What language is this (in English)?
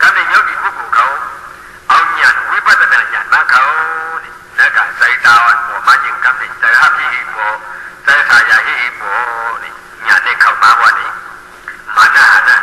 Shan